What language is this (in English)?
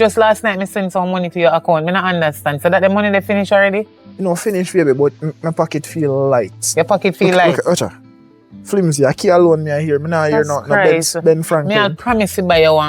Jamaican Creole English